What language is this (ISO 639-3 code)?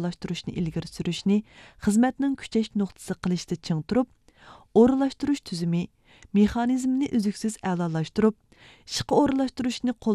uig